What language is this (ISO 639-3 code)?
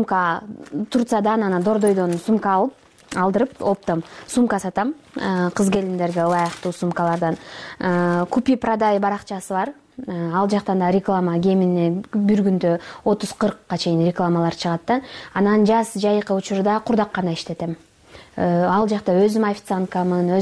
kir